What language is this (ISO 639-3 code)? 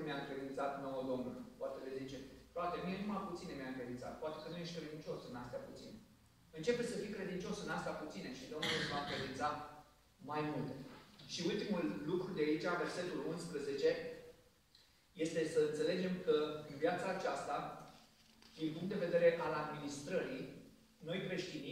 ron